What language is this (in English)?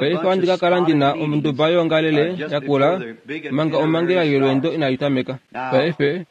Kuanyama